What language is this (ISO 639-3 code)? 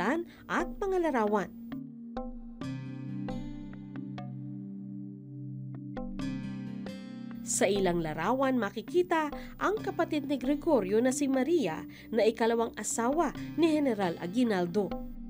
fil